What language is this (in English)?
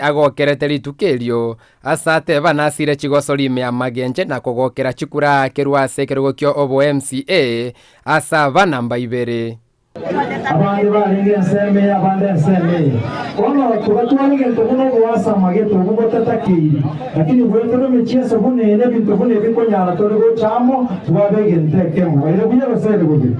Gusii